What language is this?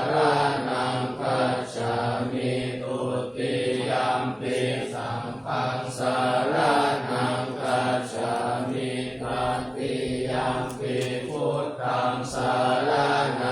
Pali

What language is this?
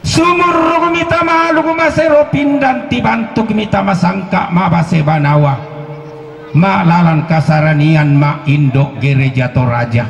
Toraja-Sa'dan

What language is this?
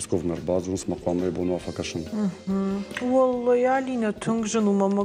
Ossetic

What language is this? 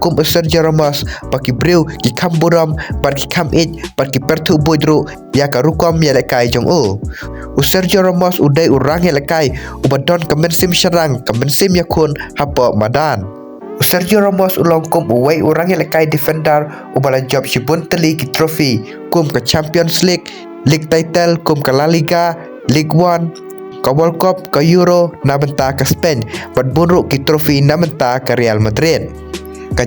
Khasi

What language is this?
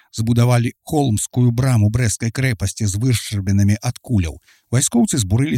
Belarusian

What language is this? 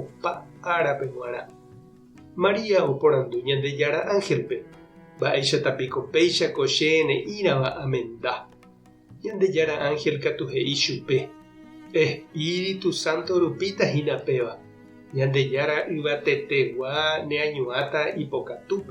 Guarani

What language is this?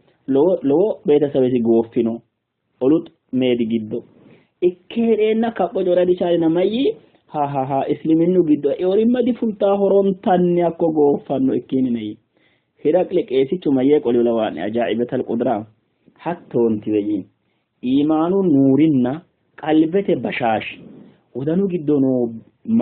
Sidamo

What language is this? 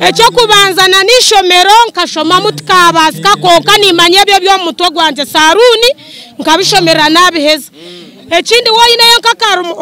Nyankole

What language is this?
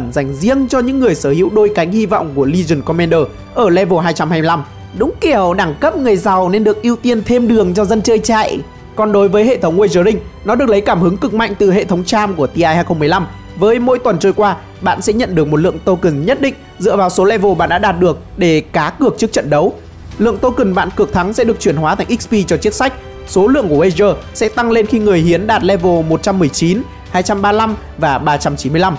Vietnamese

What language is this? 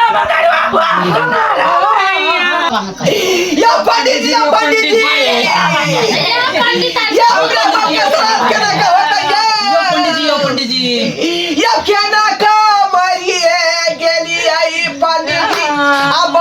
Maithili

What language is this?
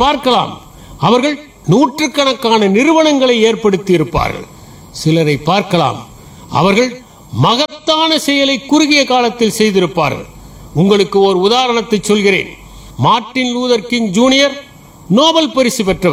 Tamil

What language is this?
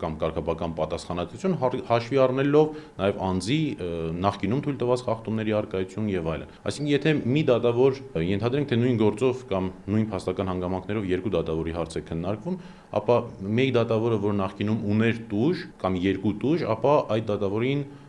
Armenian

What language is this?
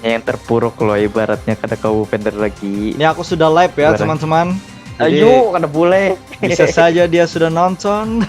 Banjar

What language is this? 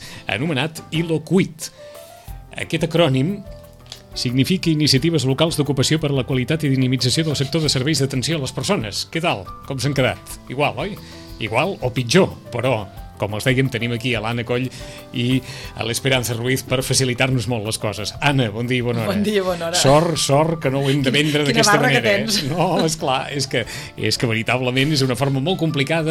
Catalan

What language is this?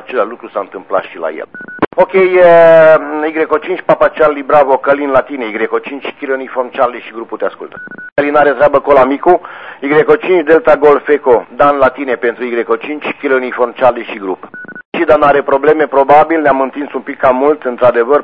Romanian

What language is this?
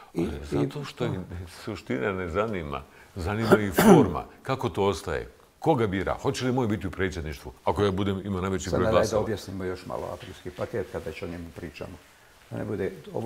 Bosnian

